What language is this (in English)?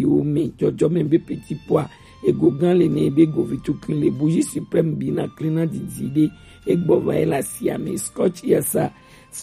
Gen